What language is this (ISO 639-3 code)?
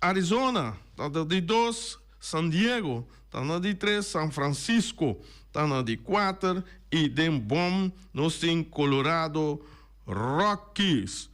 pap